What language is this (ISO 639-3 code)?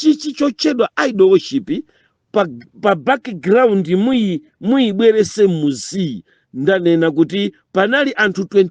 nya